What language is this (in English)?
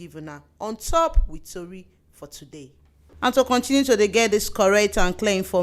Nigerian Pidgin